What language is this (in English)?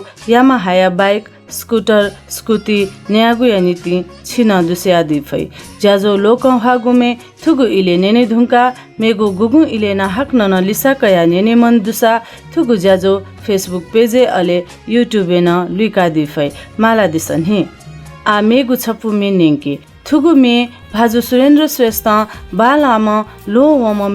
Newari